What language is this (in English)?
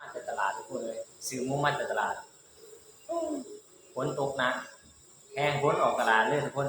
Lao